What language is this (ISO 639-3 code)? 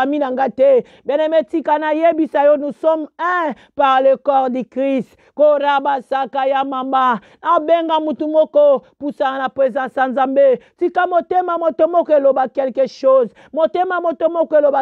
lin